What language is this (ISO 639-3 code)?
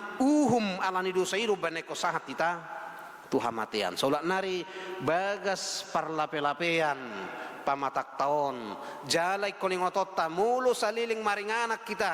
bbc